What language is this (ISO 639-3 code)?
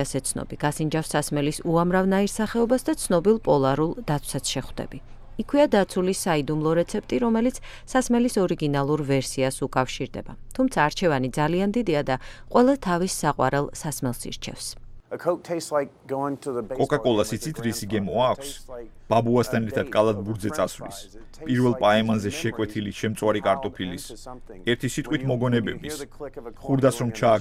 kat